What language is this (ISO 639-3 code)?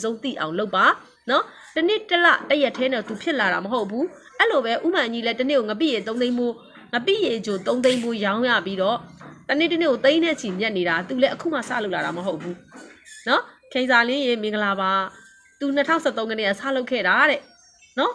mya